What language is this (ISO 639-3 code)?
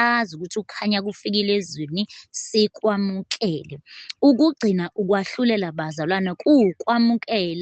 zul